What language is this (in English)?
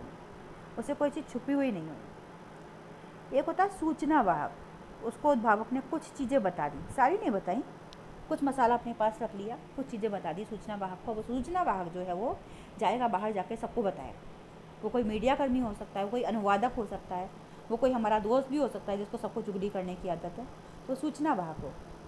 Hindi